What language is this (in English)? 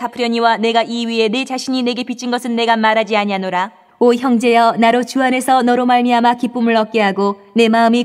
Korean